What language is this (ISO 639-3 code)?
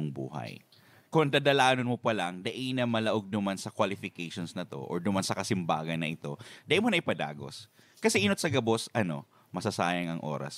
bik